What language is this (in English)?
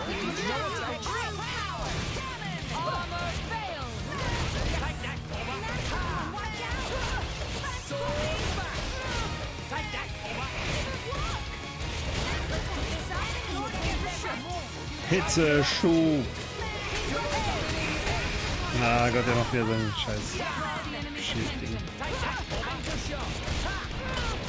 German